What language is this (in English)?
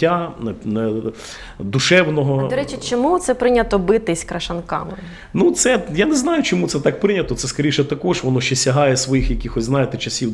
Ukrainian